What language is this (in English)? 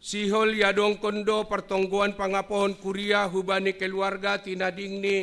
Batak Simalungun